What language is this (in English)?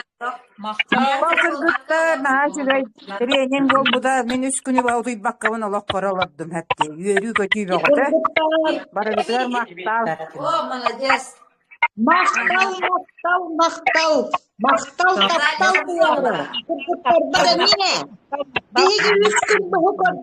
Yakut